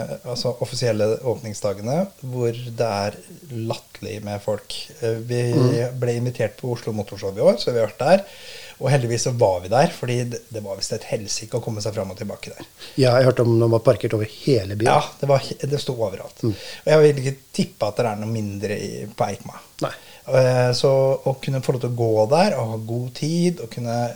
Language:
Norwegian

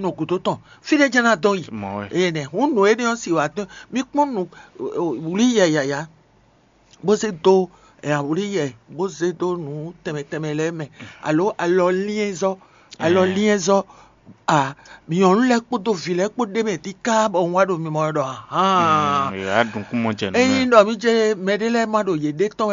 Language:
Fon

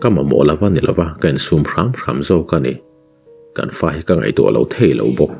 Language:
Mizo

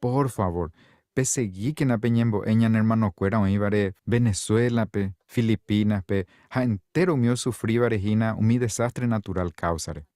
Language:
Guarani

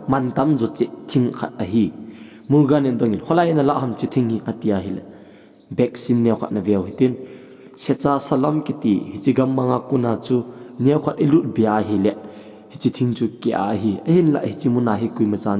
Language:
Thado Chin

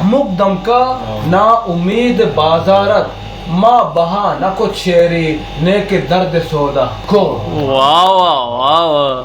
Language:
Eastern Balochi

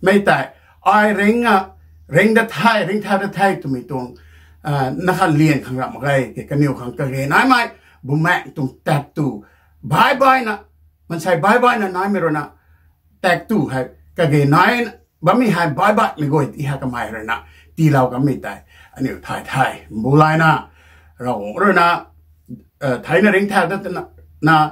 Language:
Rongmei Naga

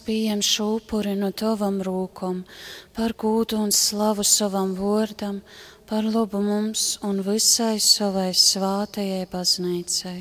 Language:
Latgalian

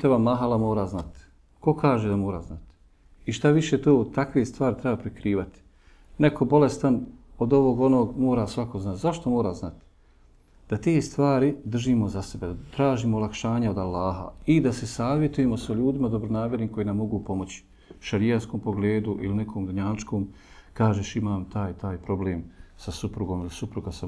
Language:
Bosnian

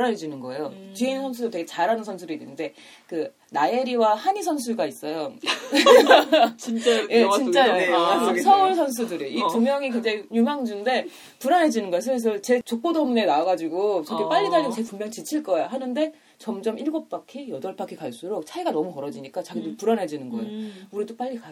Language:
Korean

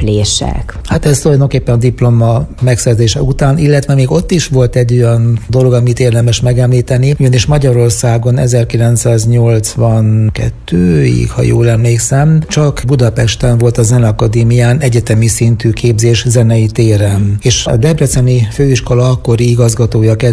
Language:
Hungarian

